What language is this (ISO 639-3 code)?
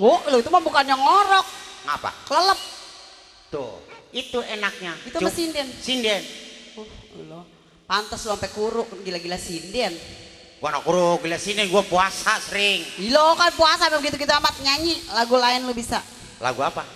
bew